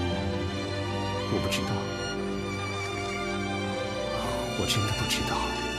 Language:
Chinese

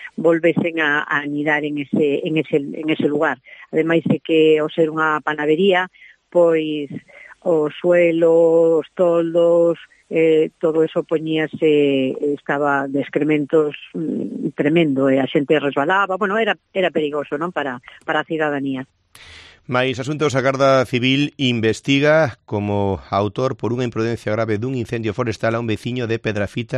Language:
Galician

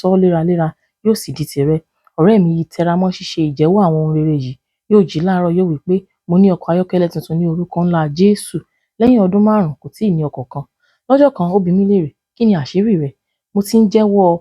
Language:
Yoruba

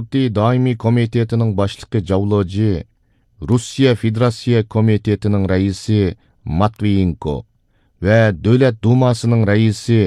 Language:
Uyghur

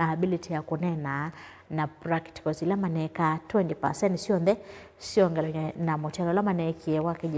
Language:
Kamba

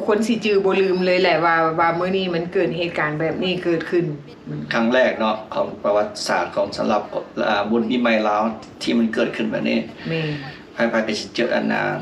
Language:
Lao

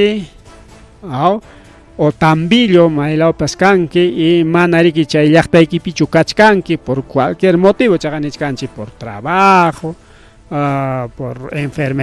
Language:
Ayacucho Quechua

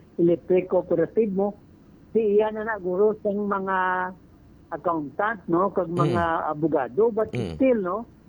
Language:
Hiligaynon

